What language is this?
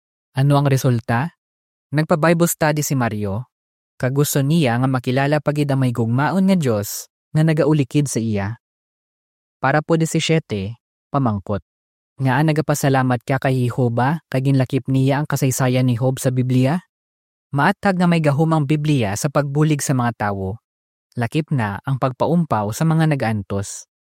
Hiligaynon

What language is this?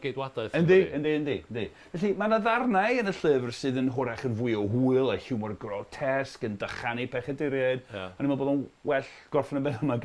Welsh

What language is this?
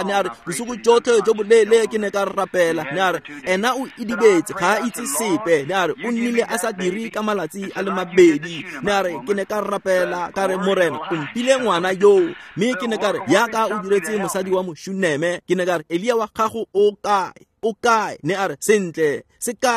Tswana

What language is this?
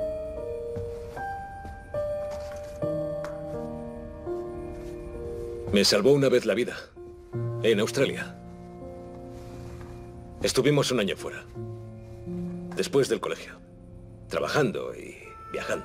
Spanish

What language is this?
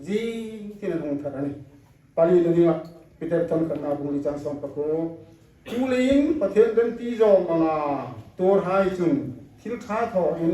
Hmar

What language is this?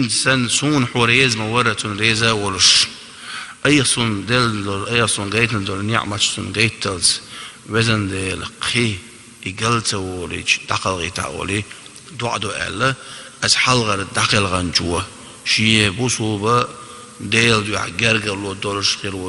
Chechen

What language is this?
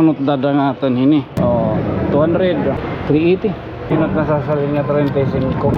Waray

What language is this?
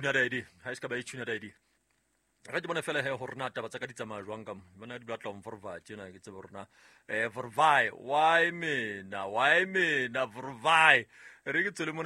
Southern Sotho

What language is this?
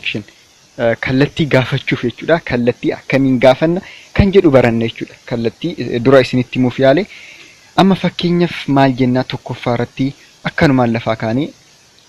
Oromo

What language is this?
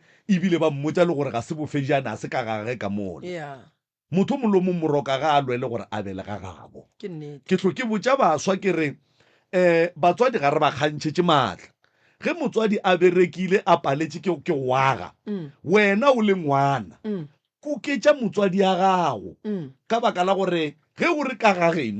Northern Sotho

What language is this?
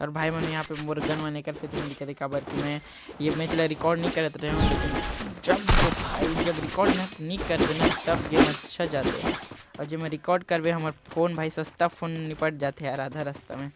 Chhattisgarhi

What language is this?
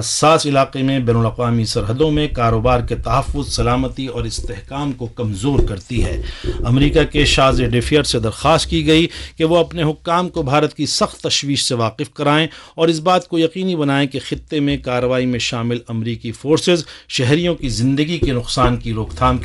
Urdu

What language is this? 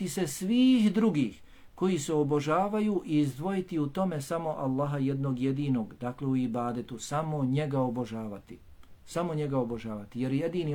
Bosnian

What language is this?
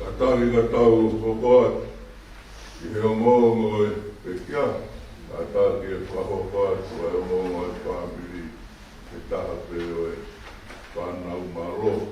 Tongan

